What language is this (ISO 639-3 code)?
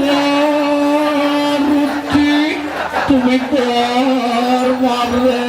ban